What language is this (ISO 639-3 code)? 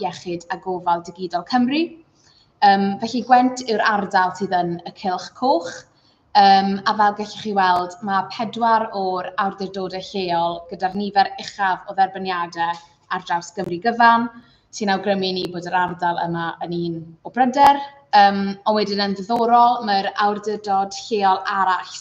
cym